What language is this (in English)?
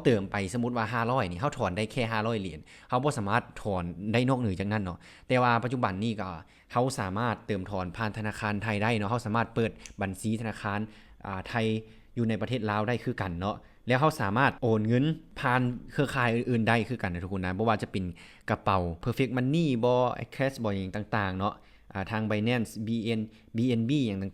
Lao